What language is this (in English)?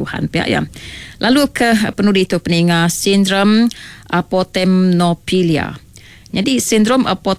Iban